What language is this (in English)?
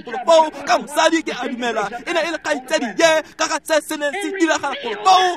Tswana